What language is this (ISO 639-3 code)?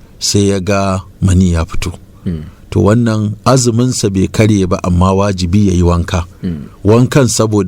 hau